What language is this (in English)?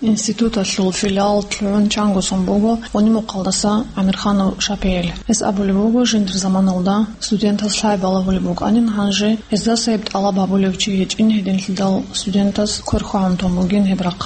Avaric